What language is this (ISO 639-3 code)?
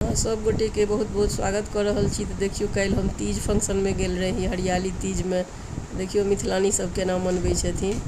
mai